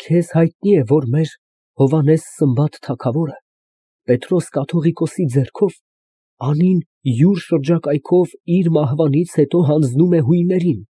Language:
Armenian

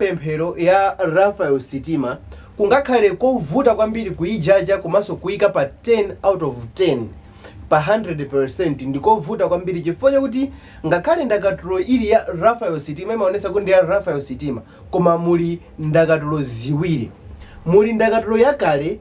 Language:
Nyanja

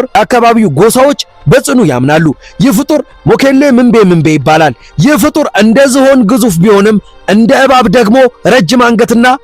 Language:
Amharic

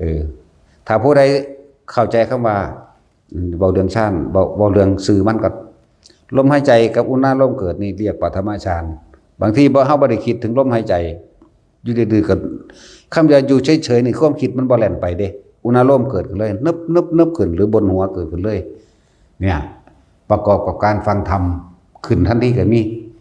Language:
Northeastern Thai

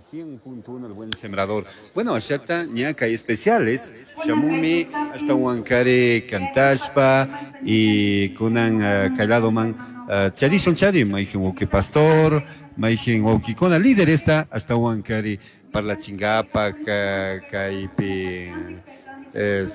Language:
Chimborazo Highland Quichua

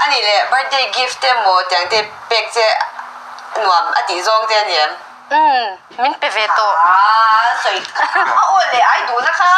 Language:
Mizo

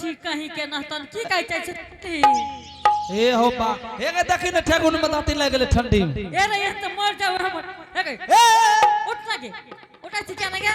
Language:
Angika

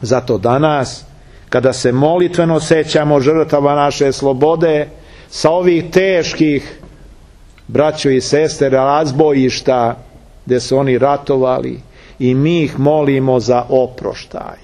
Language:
Serbian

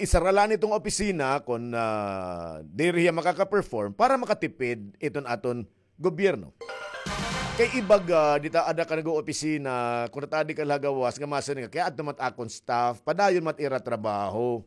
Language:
Waray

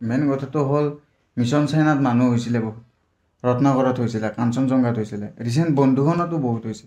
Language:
Assamese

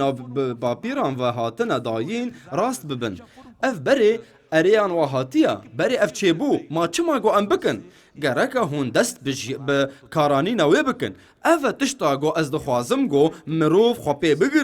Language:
Kurdish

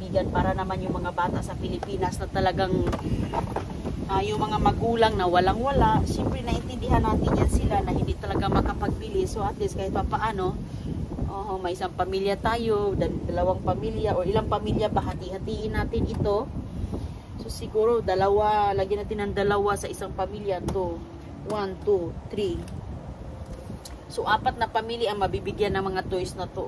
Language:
Filipino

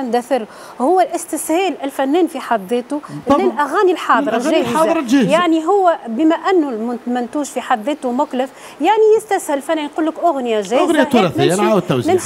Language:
Tunisian Arabic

